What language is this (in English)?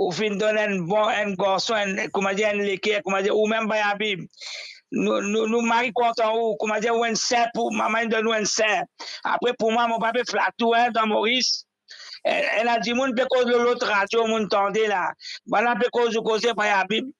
Morisyen